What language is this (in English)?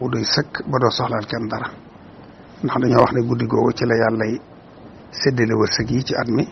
Wolof